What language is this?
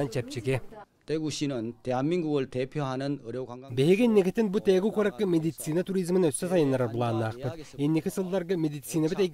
Yakut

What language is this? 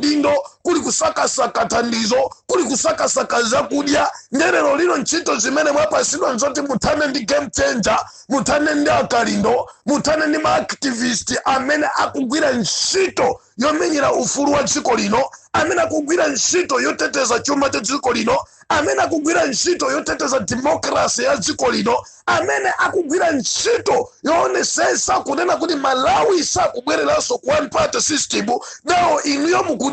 Nyanja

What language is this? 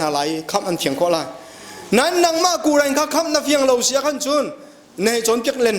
Hakha Chin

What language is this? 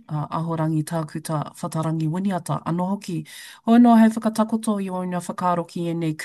Māori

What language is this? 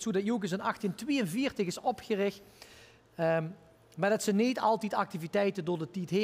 Limburgish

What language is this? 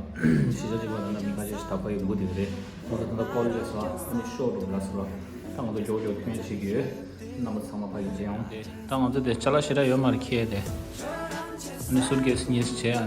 Tibetan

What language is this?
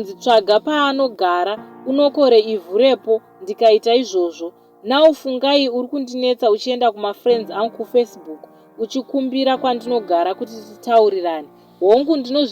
Shona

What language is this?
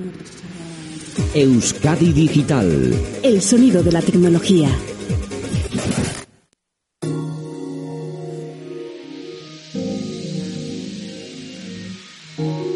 Basque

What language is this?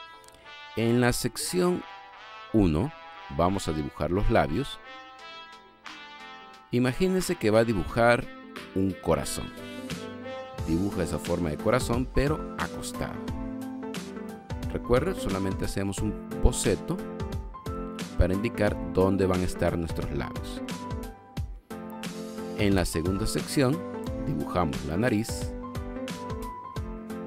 Spanish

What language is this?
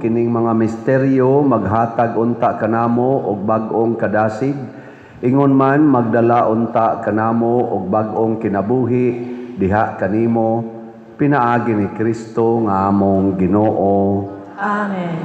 Cebuano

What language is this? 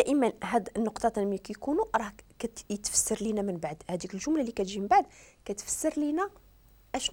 Moroccan Arabic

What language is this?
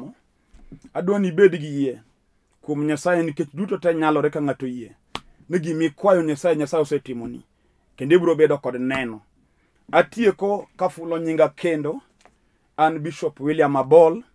Luo (Kenya and Tanzania)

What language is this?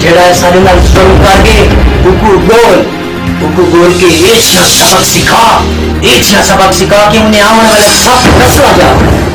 Saraiki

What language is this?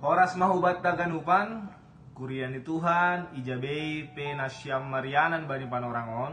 Batak Simalungun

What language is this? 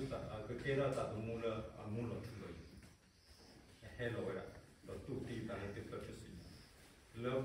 S'gaw Karen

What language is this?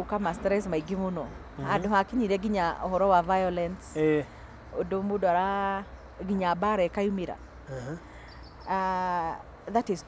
Kikuyu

